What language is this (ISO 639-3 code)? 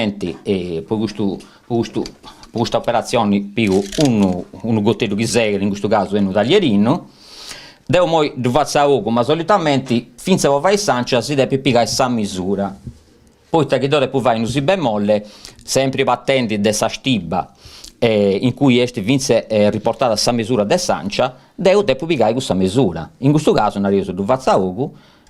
srd